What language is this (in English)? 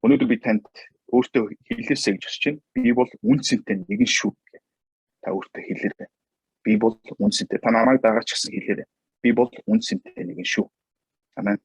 Mongolian